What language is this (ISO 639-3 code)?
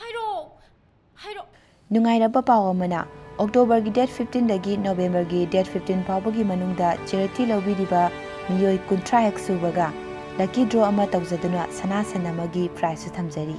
mni